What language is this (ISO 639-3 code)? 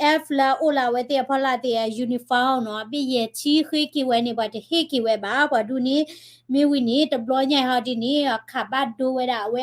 ksw